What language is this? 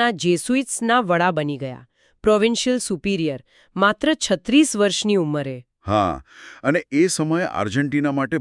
Gujarati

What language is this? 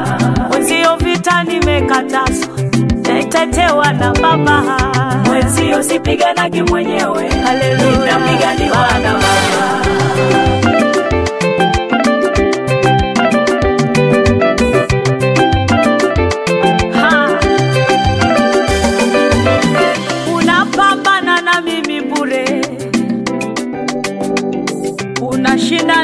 Swahili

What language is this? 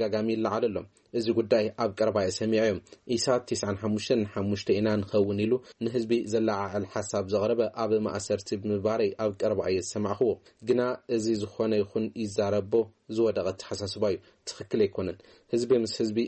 Tigrinya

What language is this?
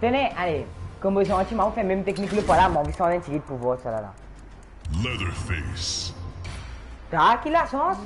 Morisyen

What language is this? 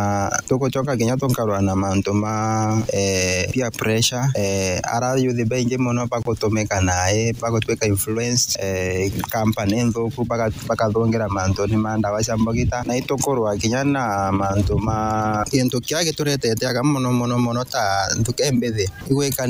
Meru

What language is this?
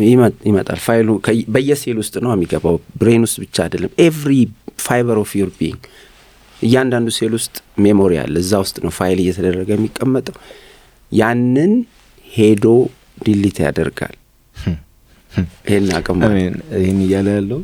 Amharic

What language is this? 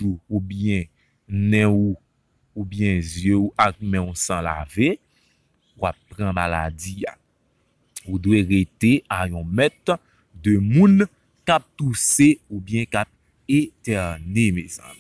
Haitian Creole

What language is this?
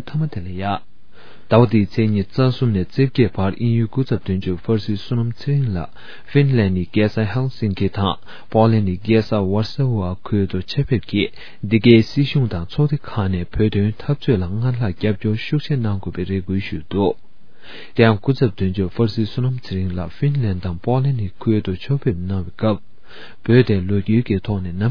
Tibetan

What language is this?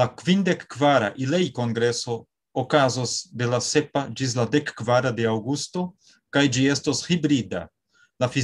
Esperanto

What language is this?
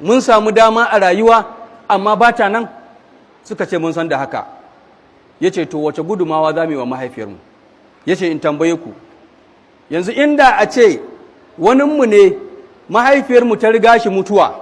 Hausa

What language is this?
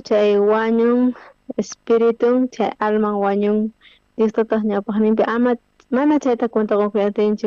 South Bolivian Quechua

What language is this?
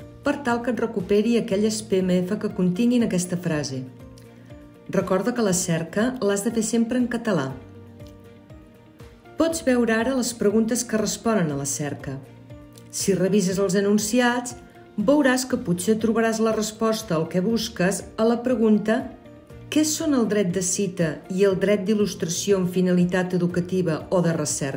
Catalan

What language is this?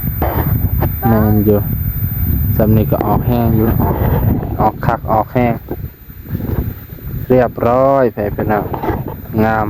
Lao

